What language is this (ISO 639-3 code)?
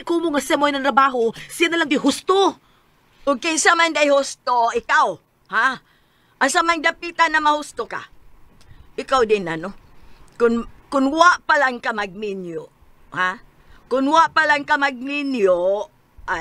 ceb